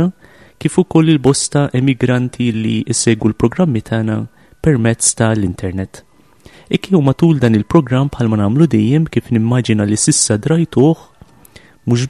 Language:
Maltese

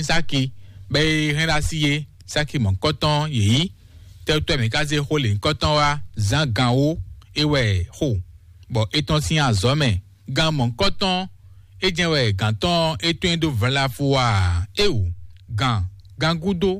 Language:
Fon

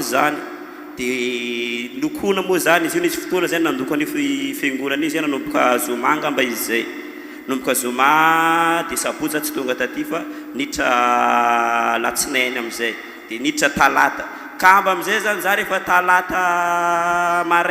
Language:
Malagasy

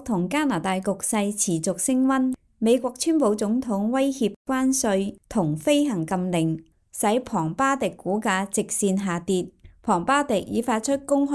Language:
Cantonese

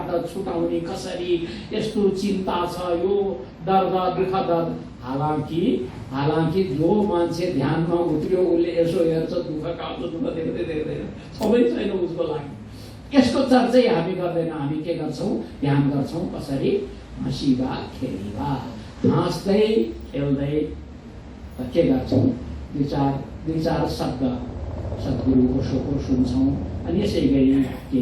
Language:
Nepali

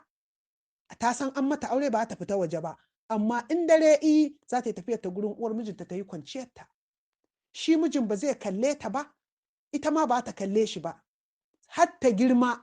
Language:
Hausa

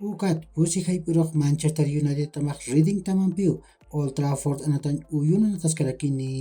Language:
Aymara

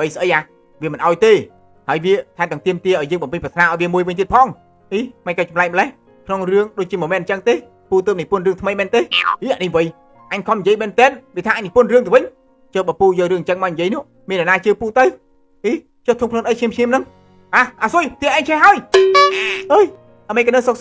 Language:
Khmer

